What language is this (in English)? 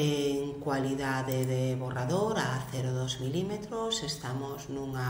Galician